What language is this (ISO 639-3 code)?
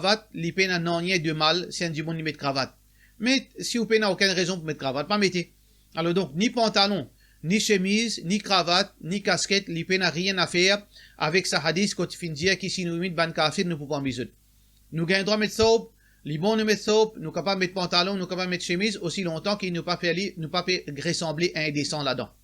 mfe